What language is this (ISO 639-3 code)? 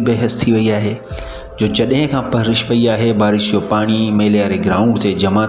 snd